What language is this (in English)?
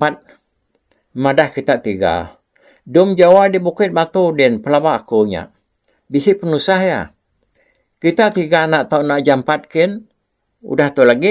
Iban